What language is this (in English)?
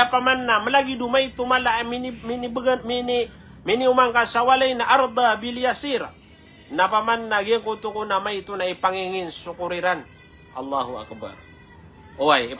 Maranao